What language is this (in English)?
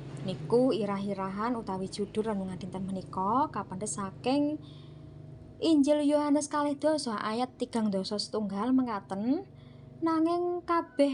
Javanese